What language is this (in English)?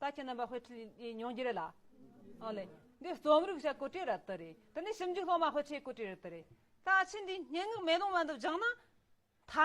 Tibetan